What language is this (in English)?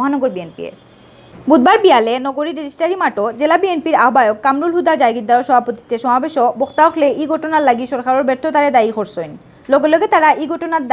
Sylheti